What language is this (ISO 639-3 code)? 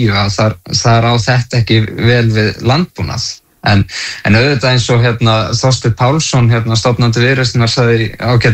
isl